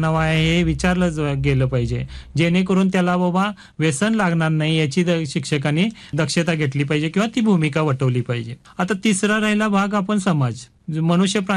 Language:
Marathi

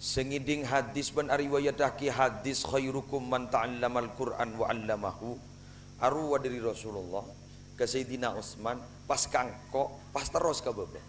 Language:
Madurese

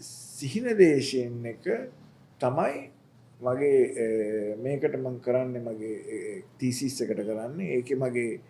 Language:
Sinhala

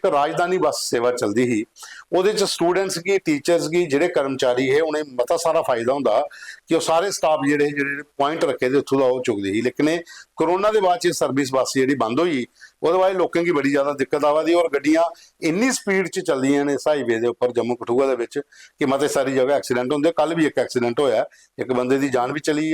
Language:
Dogri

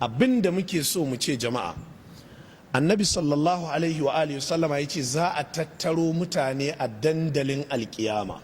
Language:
Hausa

